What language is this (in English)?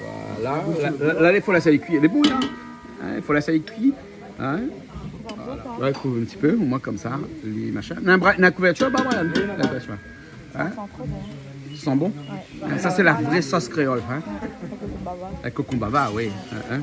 Réunion Creole French